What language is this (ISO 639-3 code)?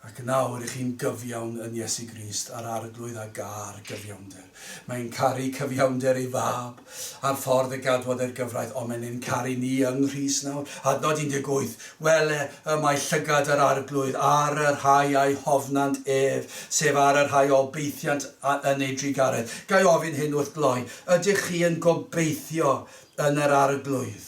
cym